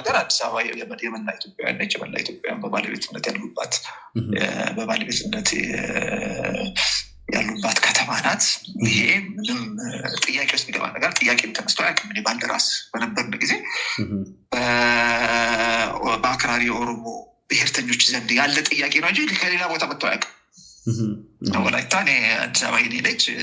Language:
Amharic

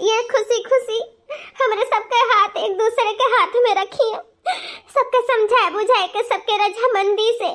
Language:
Awadhi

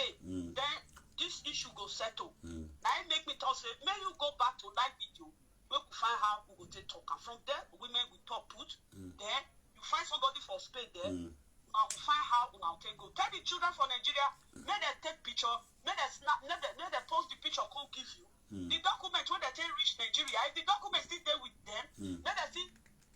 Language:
Nigerian Pidgin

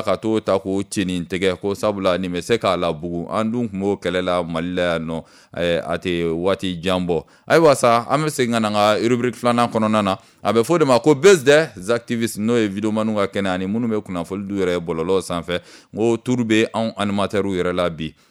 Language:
Bambara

